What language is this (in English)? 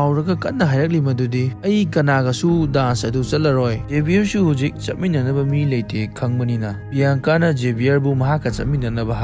Manipuri